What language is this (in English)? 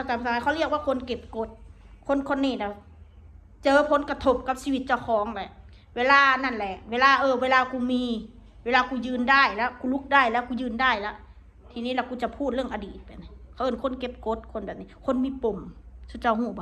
Northeastern Thai